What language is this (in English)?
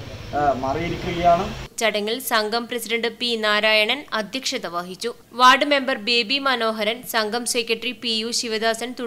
Malayalam